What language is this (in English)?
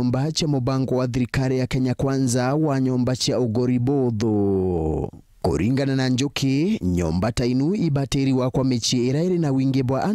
Meru